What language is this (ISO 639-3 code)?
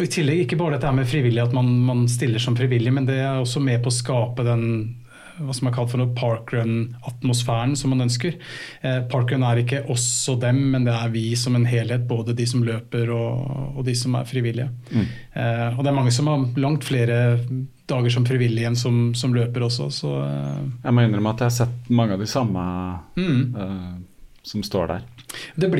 nor